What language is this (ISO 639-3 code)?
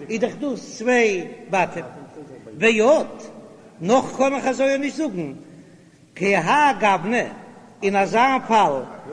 yid